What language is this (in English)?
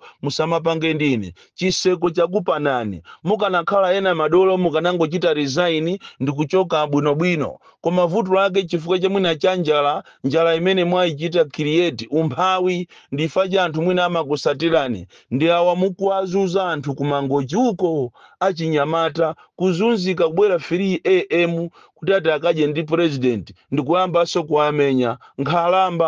Nyanja